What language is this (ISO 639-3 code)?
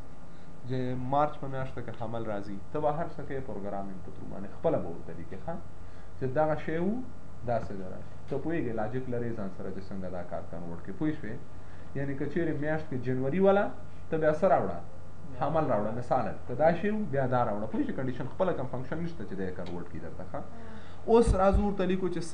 pus